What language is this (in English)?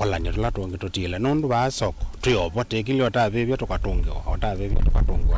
Kamba